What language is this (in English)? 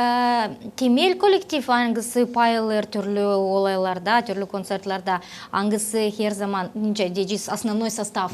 Gagauz